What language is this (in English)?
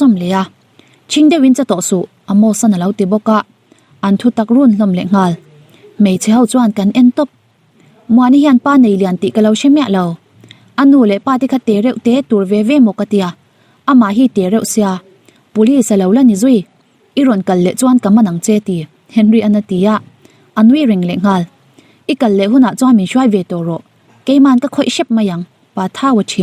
Mizo